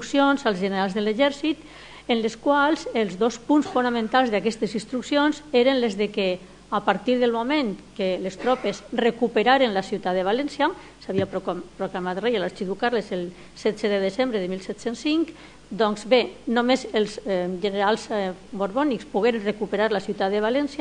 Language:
Catalan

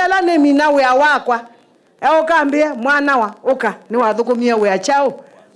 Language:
Kamba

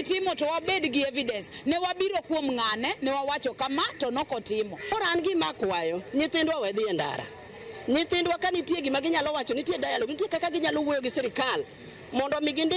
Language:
Luo (Kenya and Tanzania)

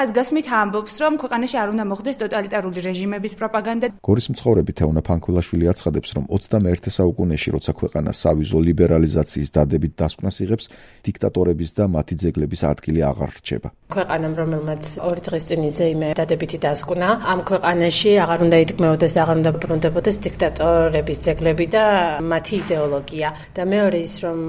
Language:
Georgian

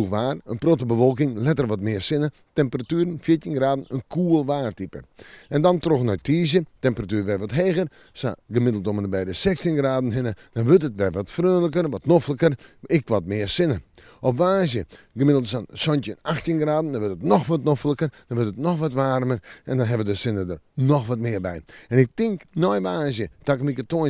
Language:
Western Frisian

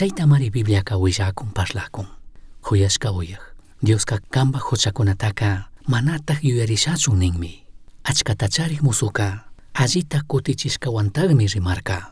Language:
Chimborazo Highland Quichua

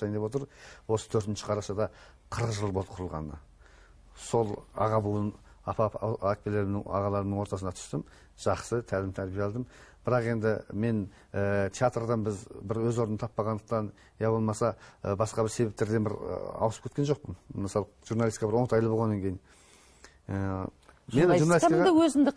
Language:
Kazakh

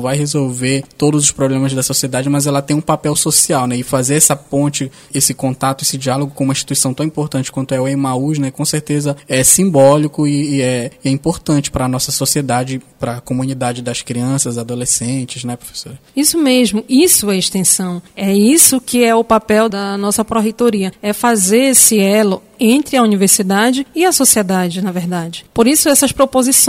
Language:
Portuguese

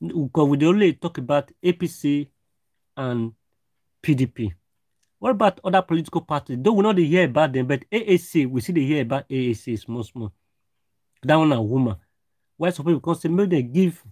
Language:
Nigerian Pidgin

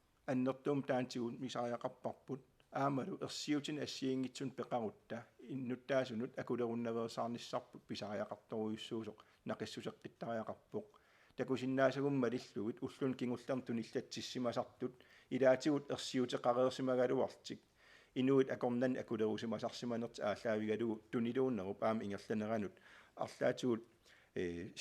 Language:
Kalaallisut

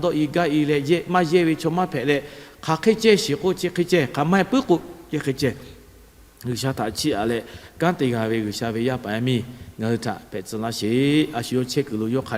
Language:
Lahu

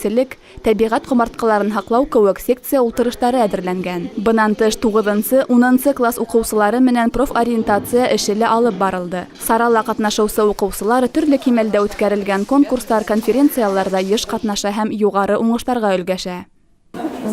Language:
Bashkir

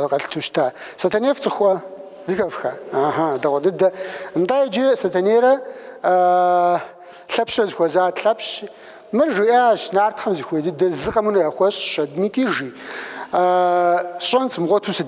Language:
Kabardian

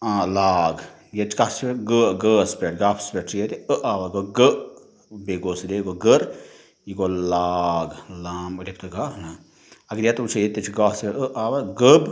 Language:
Kashmiri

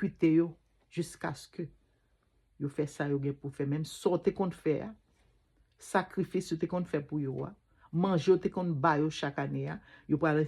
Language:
Haitian Creole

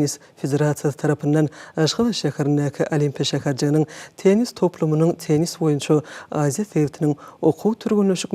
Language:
Turkmen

